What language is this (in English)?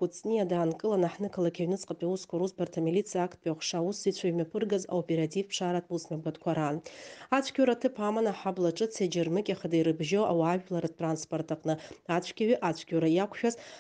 Abkhazian